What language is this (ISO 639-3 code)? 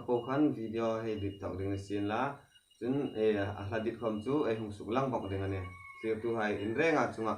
hmr